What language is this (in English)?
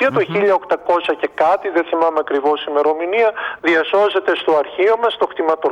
Greek